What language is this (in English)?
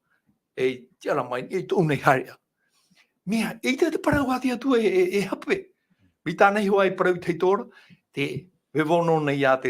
Tahitian